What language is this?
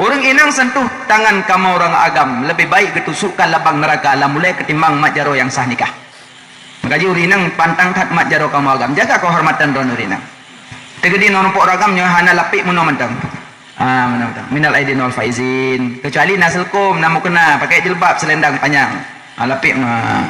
Achinese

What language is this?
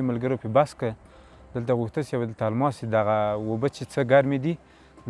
Pashto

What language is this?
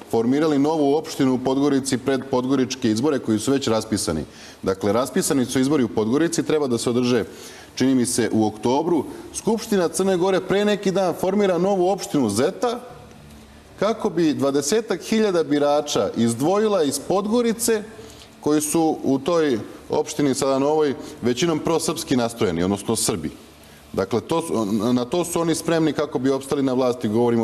Serbian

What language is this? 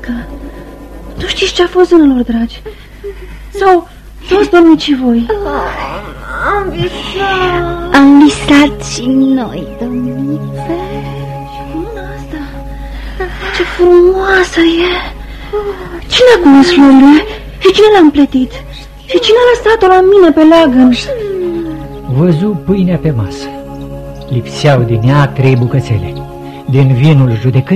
Romanian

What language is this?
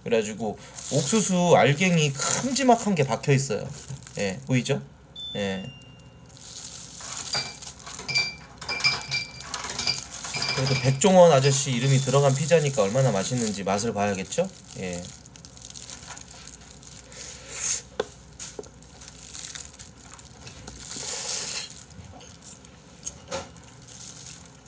Korean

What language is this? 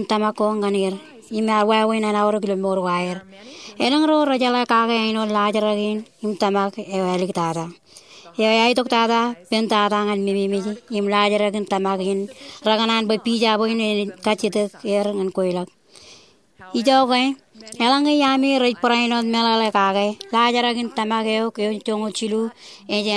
Marshallese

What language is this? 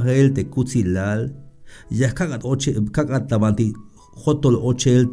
Tzeltal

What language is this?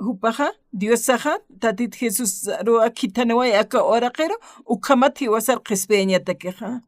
Aymara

